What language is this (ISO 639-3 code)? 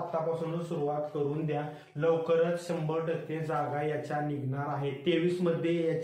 mar